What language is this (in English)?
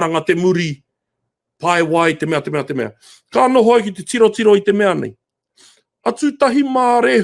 Māori